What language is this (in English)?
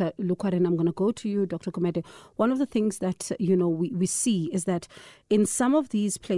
English